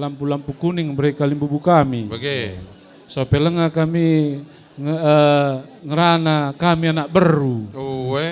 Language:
Batak Karo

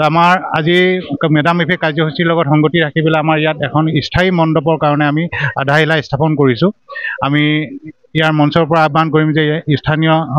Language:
Assamese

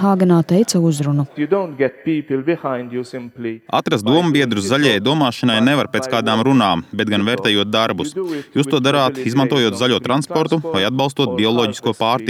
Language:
Latvian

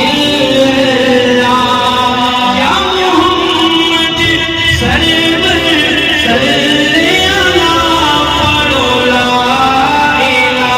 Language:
Pahari-Potwari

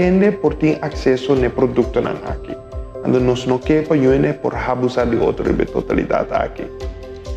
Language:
Papiamento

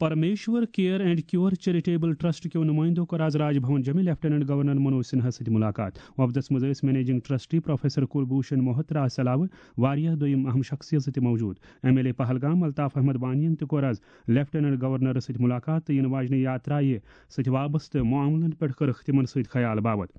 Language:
Kashmiri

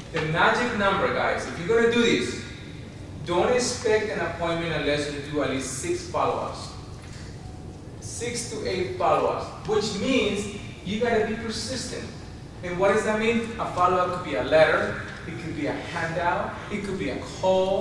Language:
English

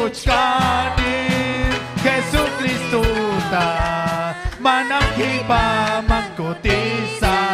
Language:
Ayacucho Quechua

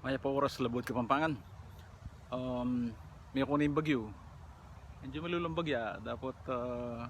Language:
Pampanga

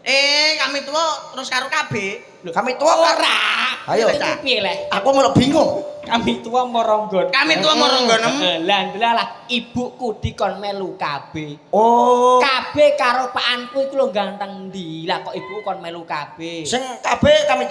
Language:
Javanese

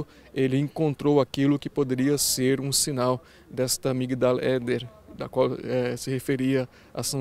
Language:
Portuguese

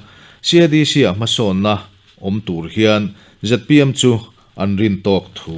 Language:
Mizo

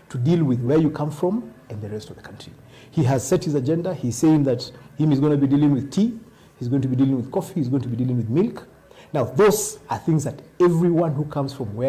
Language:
Kamba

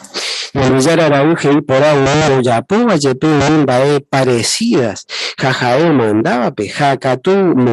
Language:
Guarani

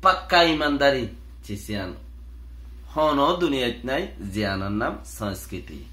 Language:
Rohingya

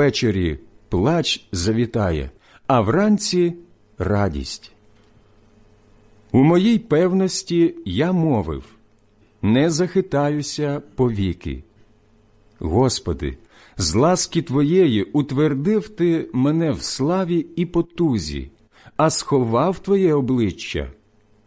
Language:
Ukrainian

